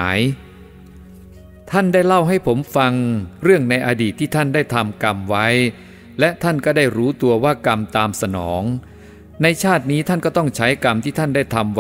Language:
Thai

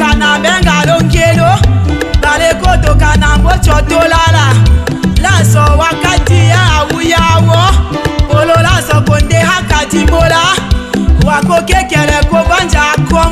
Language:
Tetela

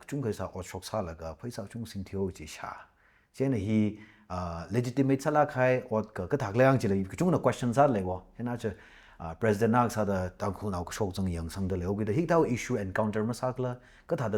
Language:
Tangkhul Naga (India)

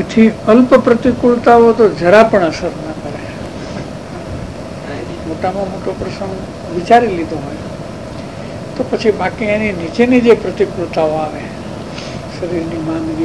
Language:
Gujarati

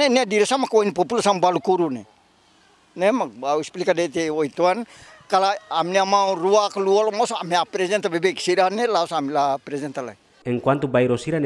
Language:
Tetum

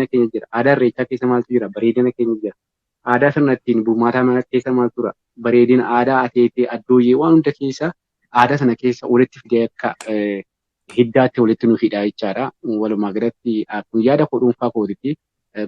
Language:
Oromo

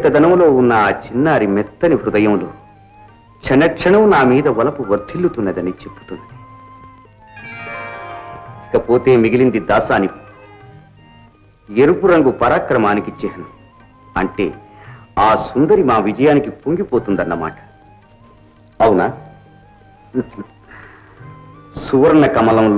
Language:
Telugu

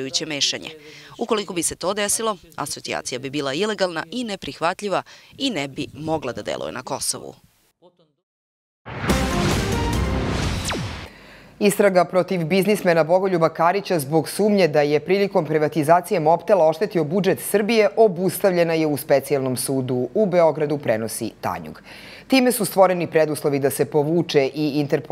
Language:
Serbian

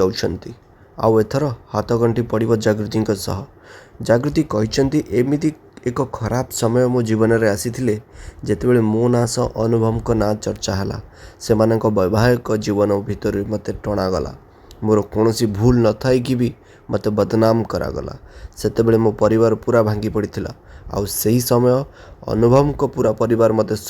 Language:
Odia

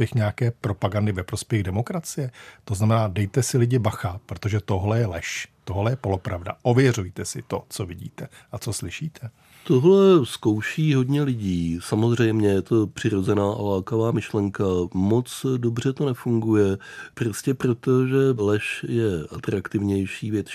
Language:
Czech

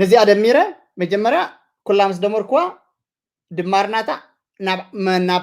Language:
Tigrinya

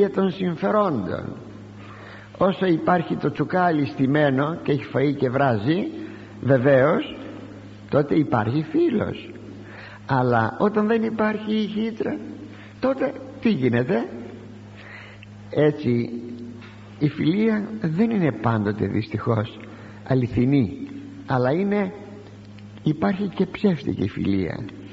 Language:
Greek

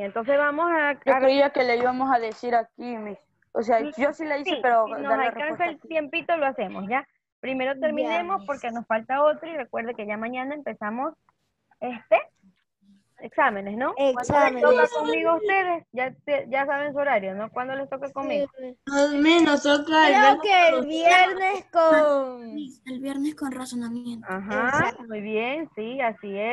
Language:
Spanish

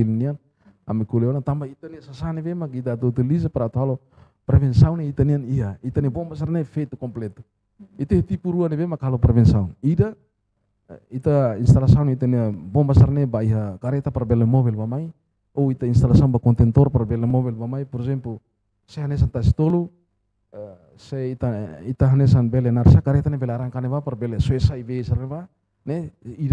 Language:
Tetum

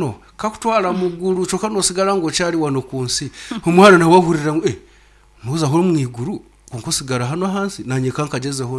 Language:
Nyankole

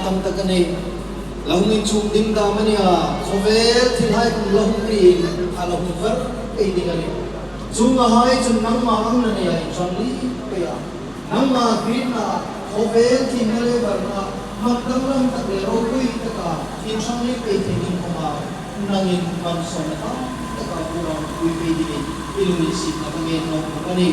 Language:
Hmar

